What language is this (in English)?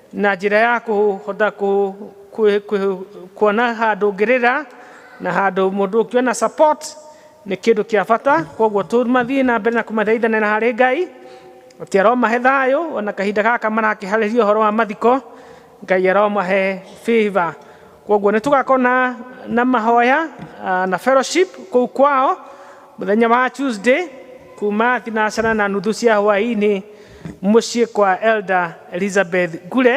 Kikuyu